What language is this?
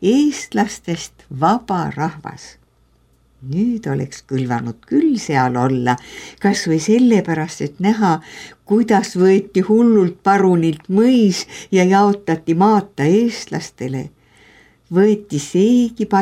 Estonian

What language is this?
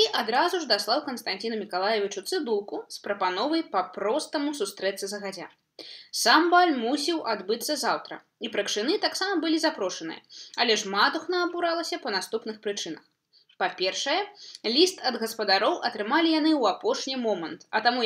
Belarusian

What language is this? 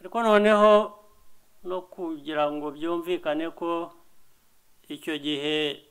Kinyarwanda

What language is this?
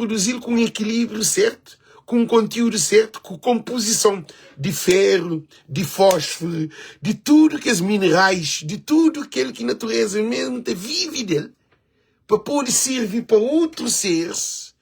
Kabuverdianu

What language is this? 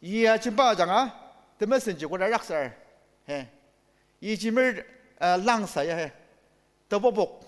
Ao Naga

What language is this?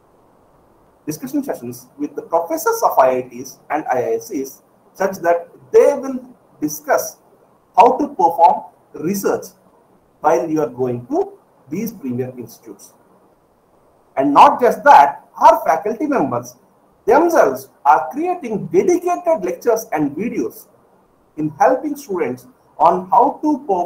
English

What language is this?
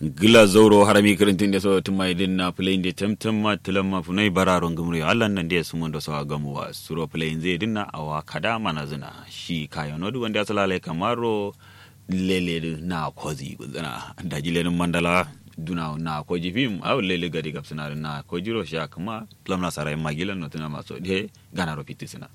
Kanuri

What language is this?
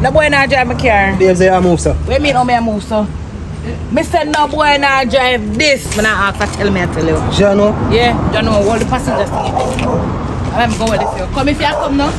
Jamaican Creole English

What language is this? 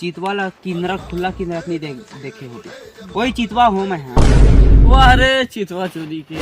Chhattisgarhi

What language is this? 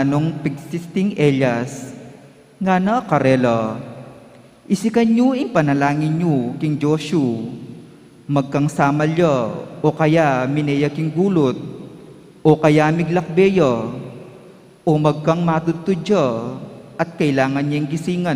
Pampanga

